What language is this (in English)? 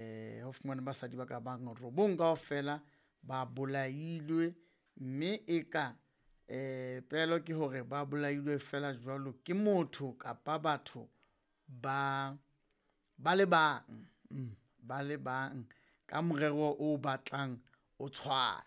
Southern Sotho